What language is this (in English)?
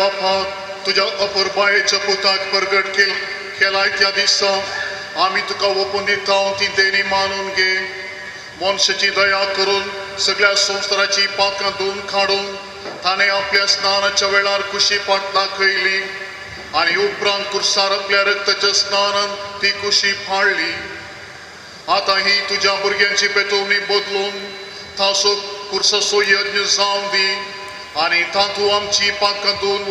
Konkani